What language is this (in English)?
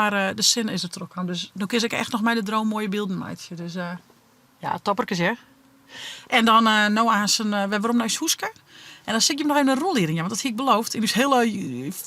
Western Frisian